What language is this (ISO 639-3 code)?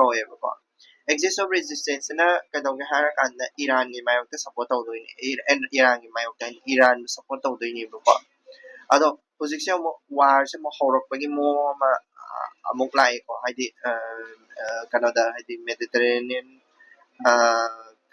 mni